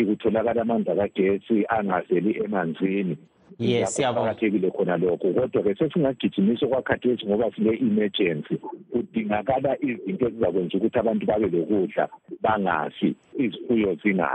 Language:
North Ndebele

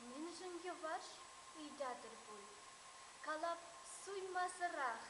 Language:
Chuvash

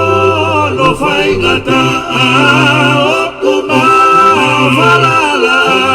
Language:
Tongan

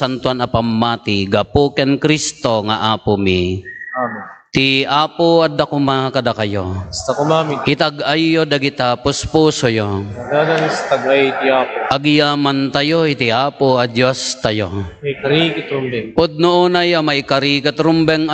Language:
Iloko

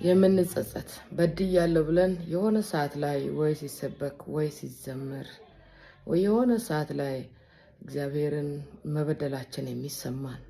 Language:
Amharic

